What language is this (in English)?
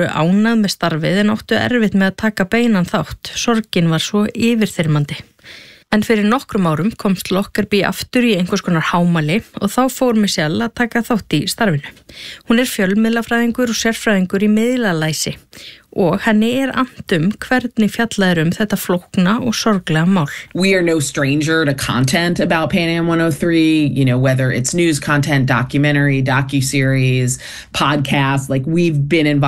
Icelandic